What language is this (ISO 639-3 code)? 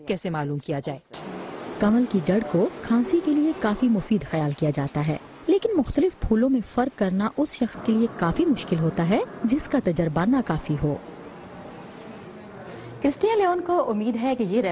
urd